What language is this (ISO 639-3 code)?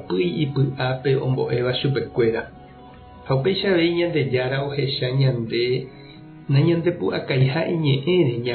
grn